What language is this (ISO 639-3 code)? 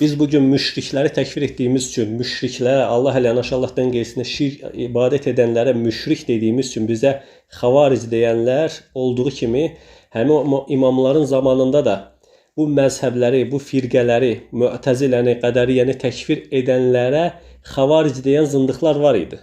aze